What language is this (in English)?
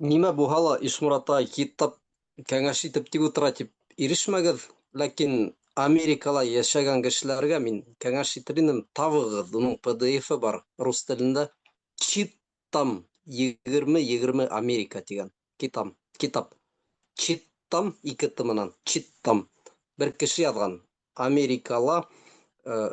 Bashkir